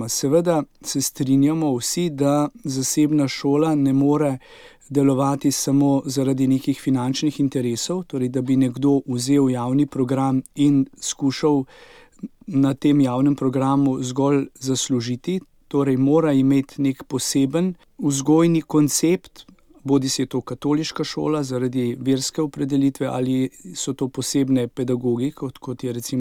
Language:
Slovenian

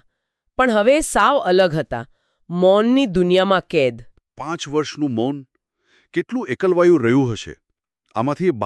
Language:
Gujarati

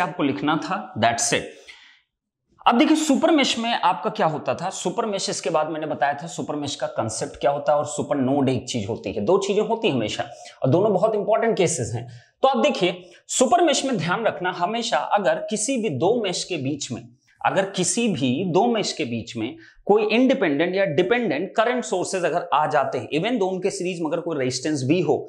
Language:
Hindi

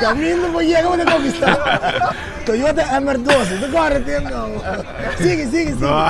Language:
Papiamento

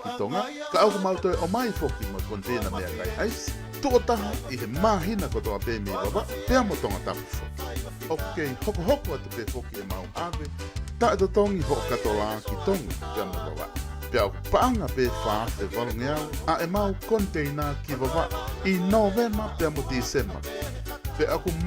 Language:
Tongan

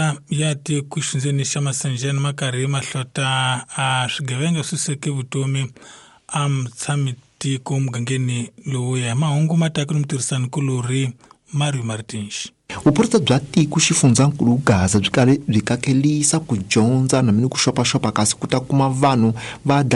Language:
Tsonga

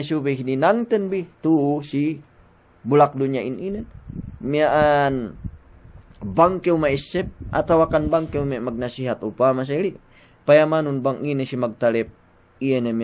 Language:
Yakan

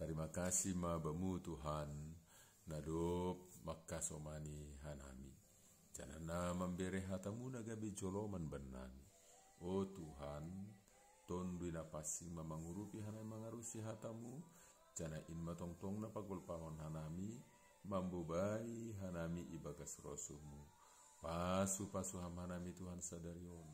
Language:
Batak Simalungun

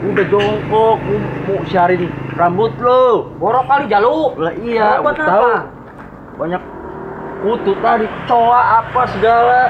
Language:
Betawi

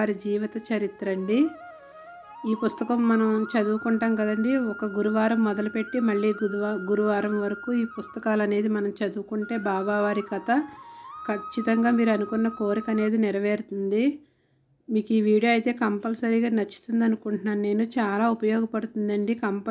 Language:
Telugu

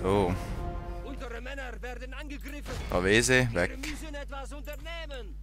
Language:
Swiss German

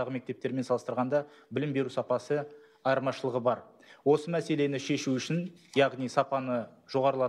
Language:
Kazakh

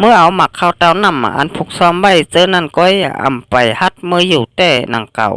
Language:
Shan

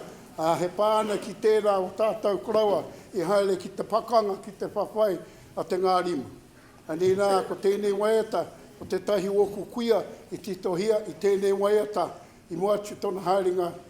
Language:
Māori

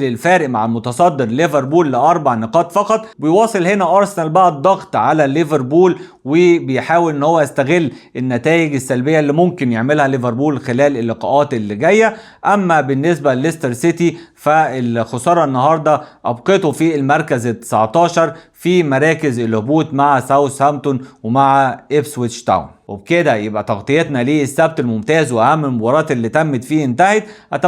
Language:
Egyptian Arabic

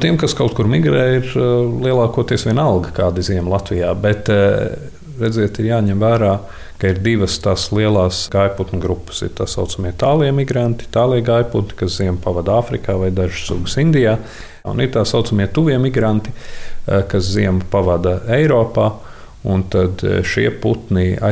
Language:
Latvian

